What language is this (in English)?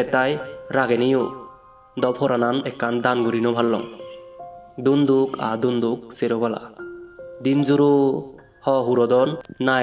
Chakma